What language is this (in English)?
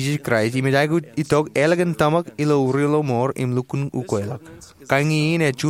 Marshallese